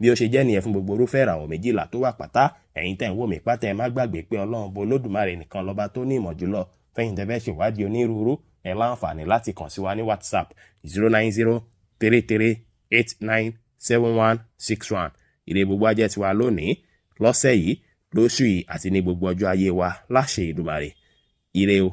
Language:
Yoruba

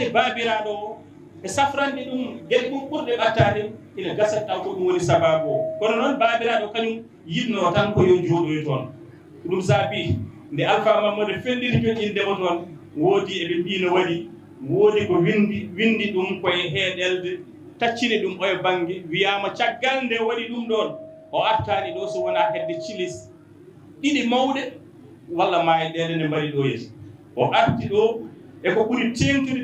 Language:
Fula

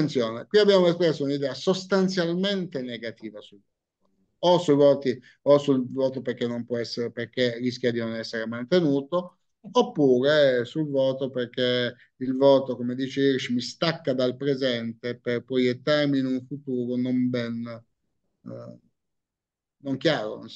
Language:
Italian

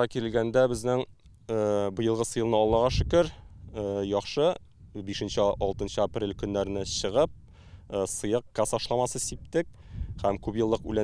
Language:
Tatar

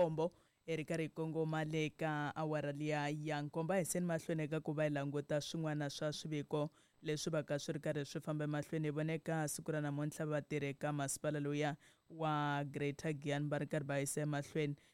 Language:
Tsonga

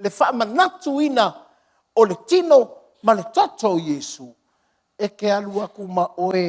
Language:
Samoan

